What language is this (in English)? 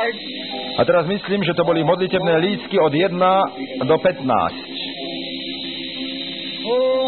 Slovak